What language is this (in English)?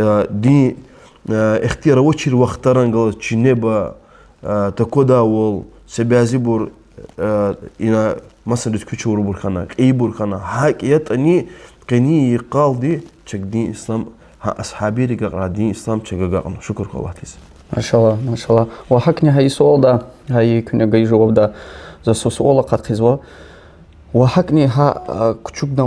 Lezghian